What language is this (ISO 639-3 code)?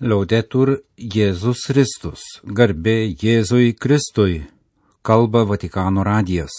lit